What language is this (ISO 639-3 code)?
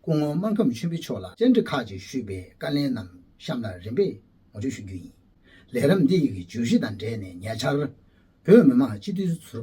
bod